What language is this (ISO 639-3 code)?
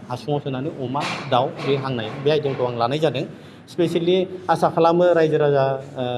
brx